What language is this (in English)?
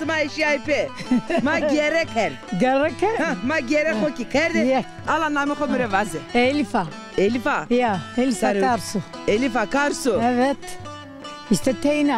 Zaza